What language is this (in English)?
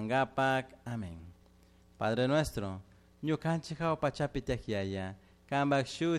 Chimborazo Highland Quichua